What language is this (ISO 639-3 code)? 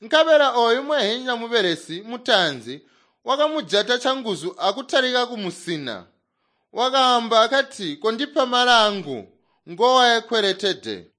toi